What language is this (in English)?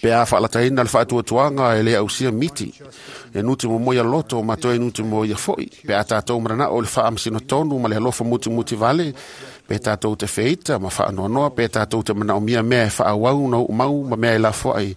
Samoan